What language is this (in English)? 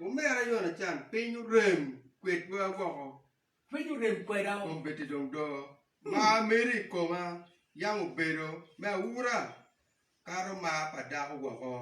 Acoli